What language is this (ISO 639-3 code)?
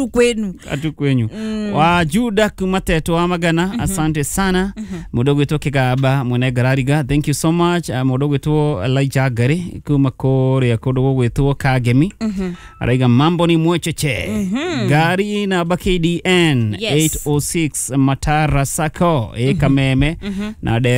kik